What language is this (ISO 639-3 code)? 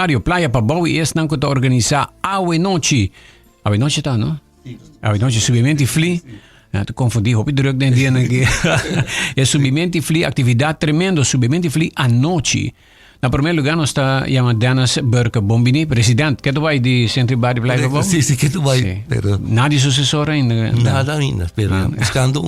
pap